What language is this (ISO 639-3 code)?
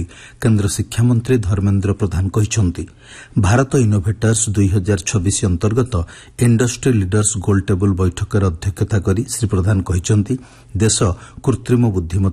ori